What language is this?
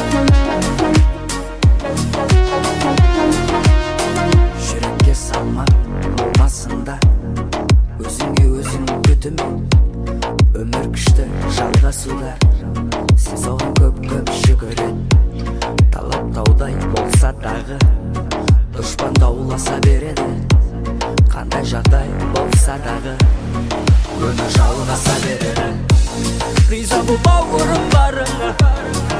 Kazakh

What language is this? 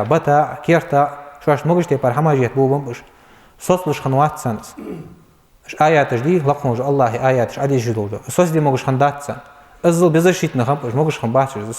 Ingush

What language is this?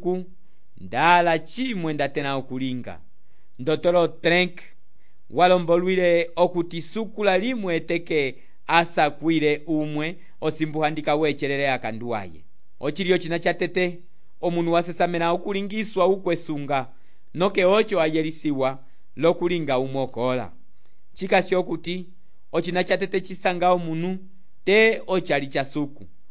Umbundu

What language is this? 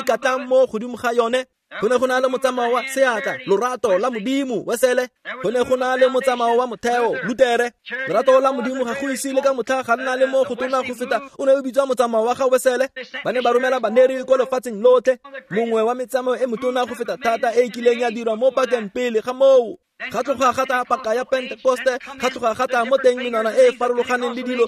Tswana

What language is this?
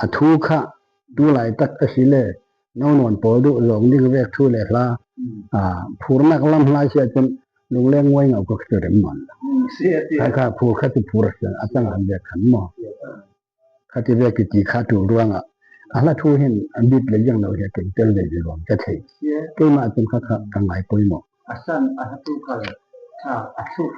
Falam Chin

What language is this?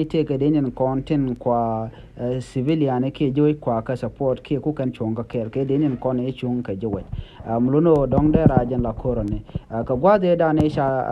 Nuer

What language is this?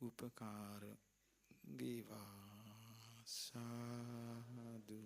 Sinhala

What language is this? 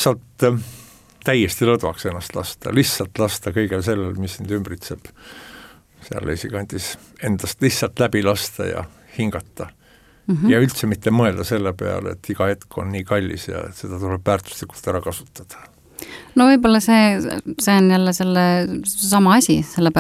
Estonian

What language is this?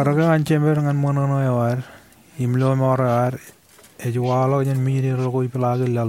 Marshallese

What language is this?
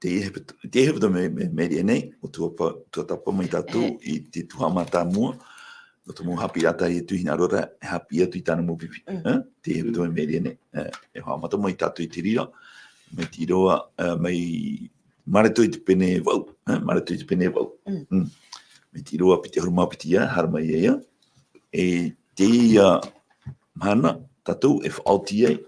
Tahitian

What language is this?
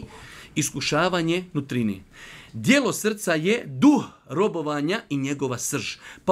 Bosnian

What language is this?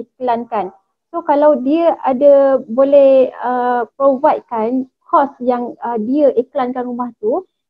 Malay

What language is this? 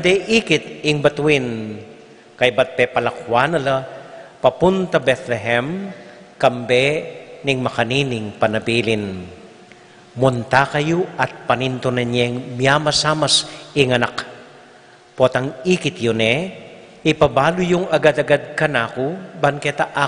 Pampanga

